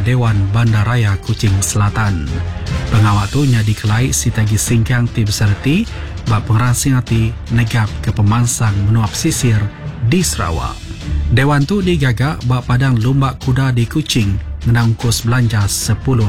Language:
Iban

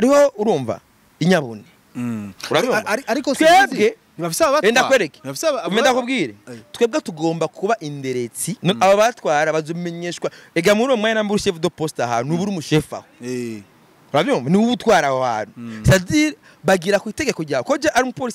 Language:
Rundi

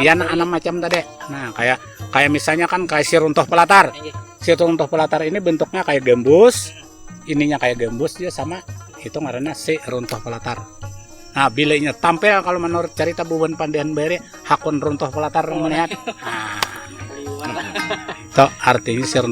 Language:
Banjar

